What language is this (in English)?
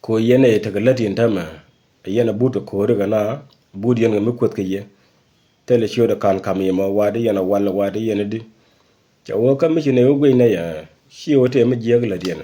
Nuer